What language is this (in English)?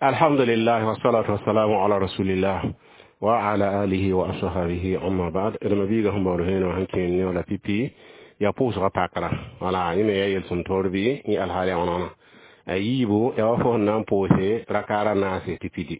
Mossi